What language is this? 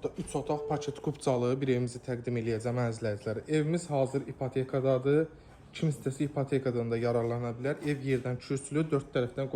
Azerbaijani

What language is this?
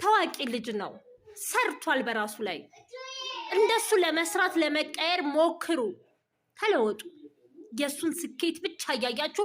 Amharic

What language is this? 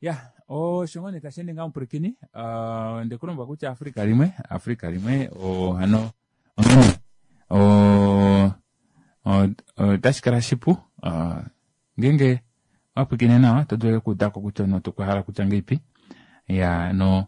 Kuanyama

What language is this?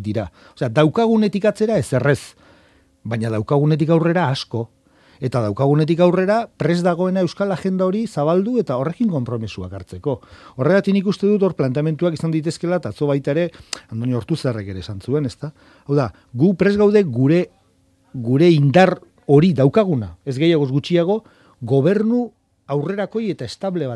Basque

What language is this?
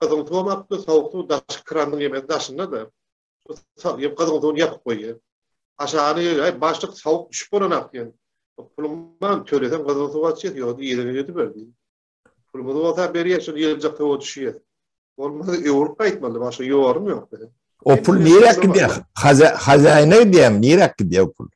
Turkmen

